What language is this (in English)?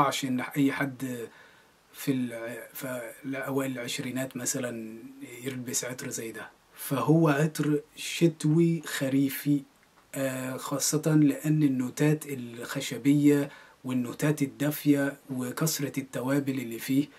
Egyptian Arabic